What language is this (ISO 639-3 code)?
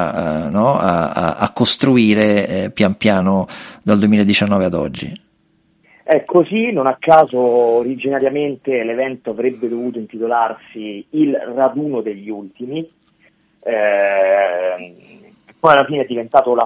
ita